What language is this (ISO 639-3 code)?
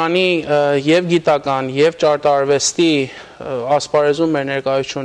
hyw